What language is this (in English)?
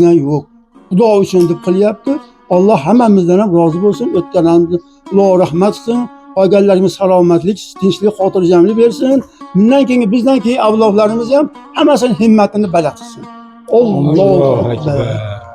Uzbek